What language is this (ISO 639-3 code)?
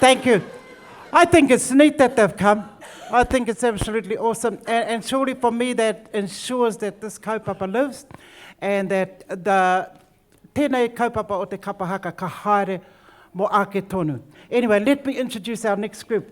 mri